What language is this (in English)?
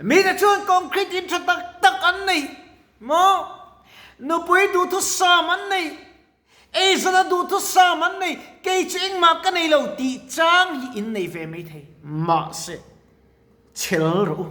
Mizo